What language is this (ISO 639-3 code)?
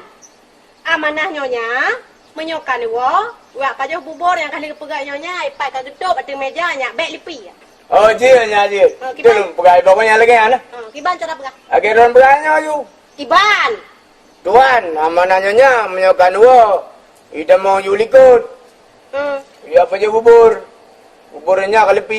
ace